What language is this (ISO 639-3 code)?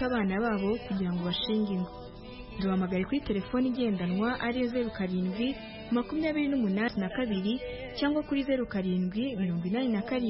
kin